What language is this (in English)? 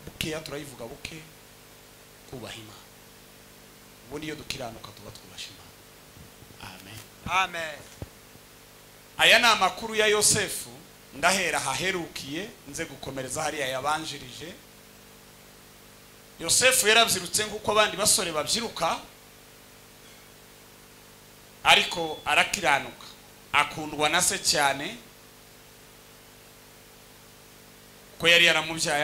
Kinyarwanda